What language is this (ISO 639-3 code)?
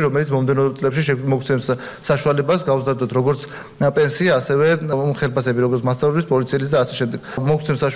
kat